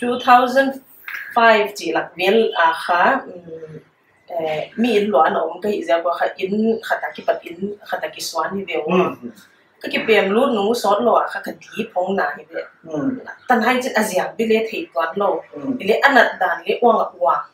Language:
Paite Chin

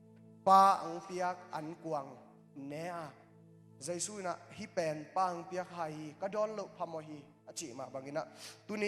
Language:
Tedim Chin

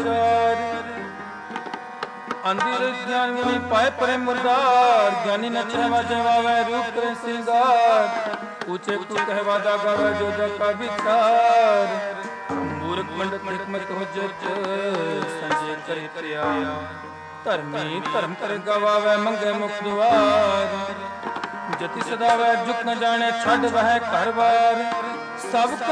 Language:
Punjabi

